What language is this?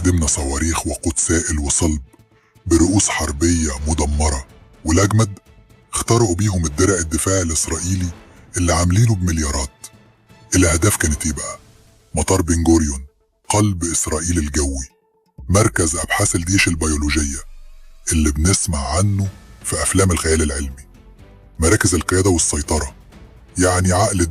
Egyptian Arabic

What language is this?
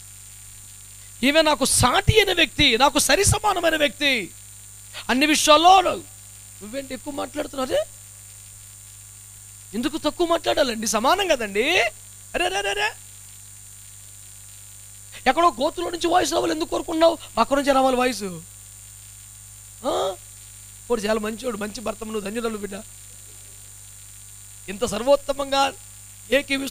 Telugu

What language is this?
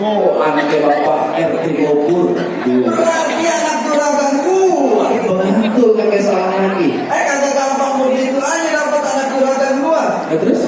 Betawi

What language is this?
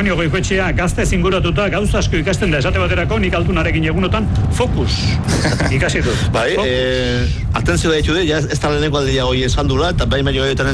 Basque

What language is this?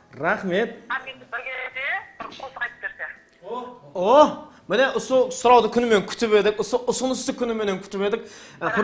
Kara-Kalpak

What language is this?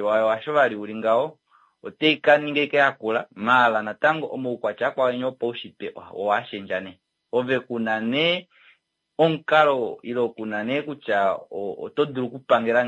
Kuanyama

